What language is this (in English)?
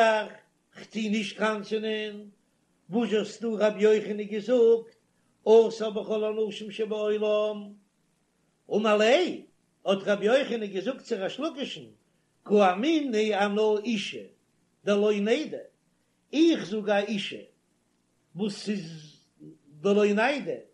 Yiddish